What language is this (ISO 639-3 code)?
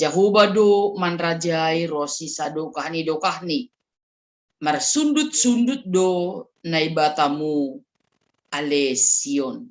bts